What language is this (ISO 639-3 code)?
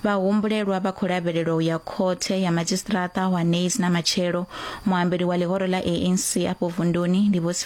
ven